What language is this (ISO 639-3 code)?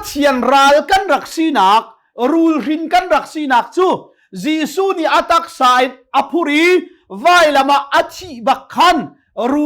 cnh